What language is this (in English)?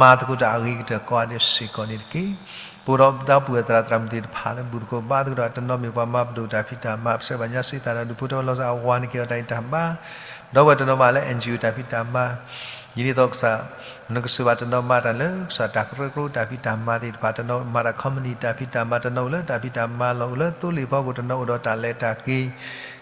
S'gaw Karen